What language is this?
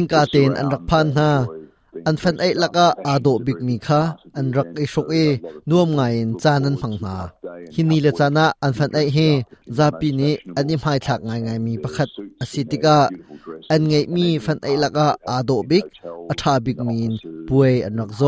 Hakha Chin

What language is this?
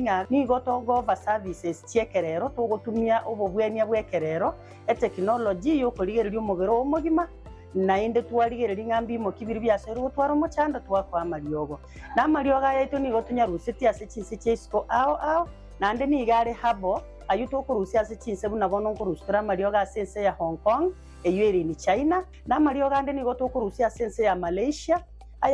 Gusii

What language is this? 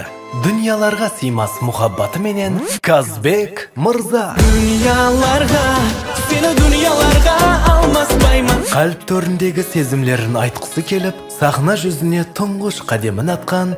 Kara-Kalpak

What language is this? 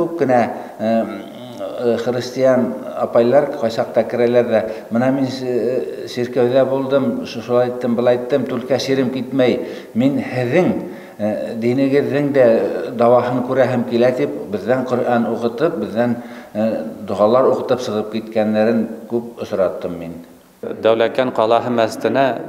Bashkir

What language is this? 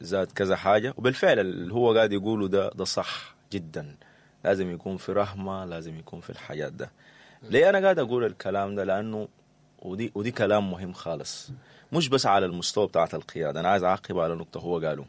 Sudanese Arabic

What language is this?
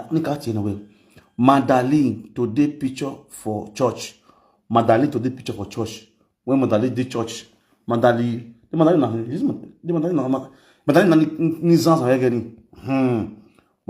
Nigerian Pidgin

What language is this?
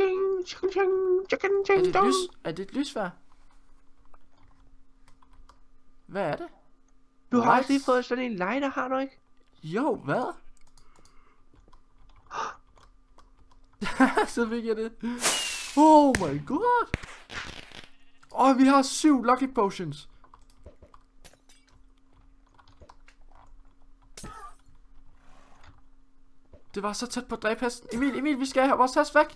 Danish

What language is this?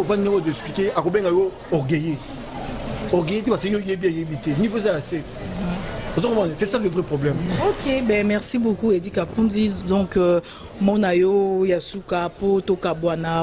Lingala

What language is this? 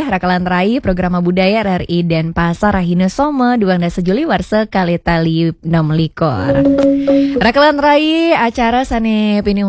Balinese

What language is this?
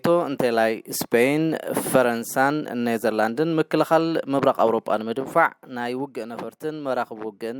Tigrinya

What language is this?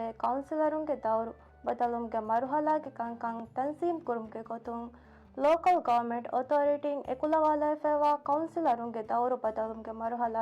Divehi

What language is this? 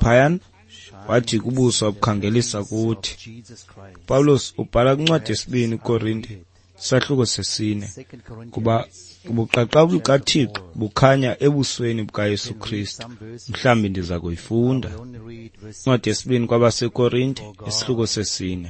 Xhosa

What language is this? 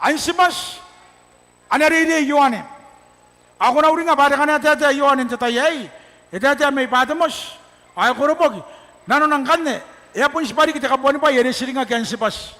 Gilbertese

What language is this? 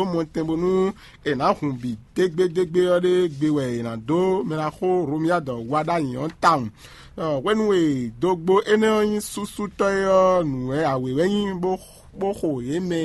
Fon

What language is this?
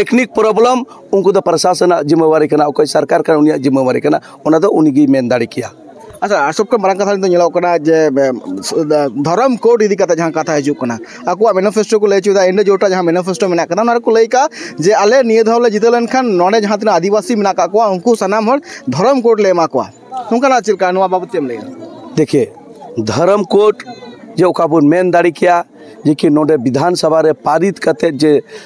Santali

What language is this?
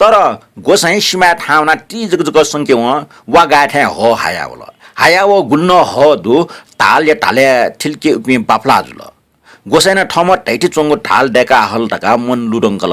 Newari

